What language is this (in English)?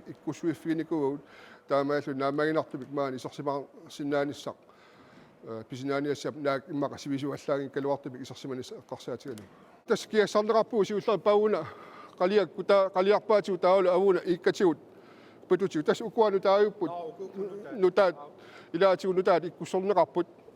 Kalaallisut